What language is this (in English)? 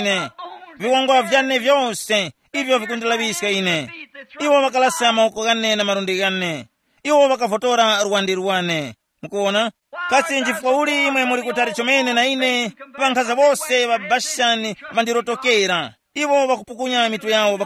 Tumbuka